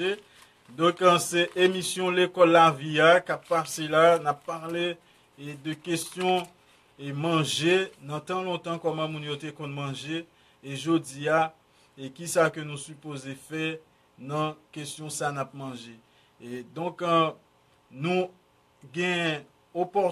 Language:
Haitian Creole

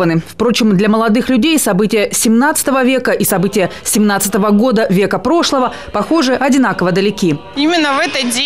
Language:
Russian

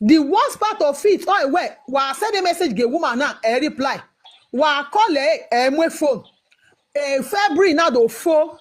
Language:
Nigerian Pidgin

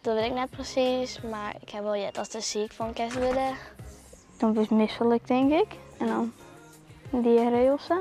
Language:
Western Frisian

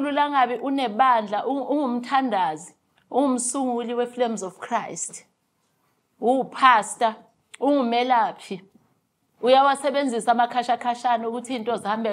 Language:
Shona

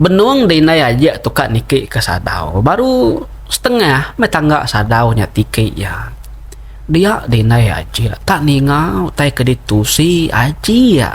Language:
Iban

